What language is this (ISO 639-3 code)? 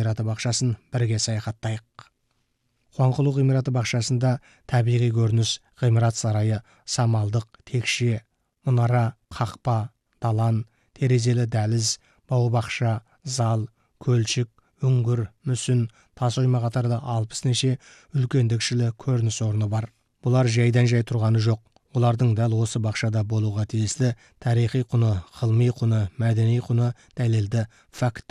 kaz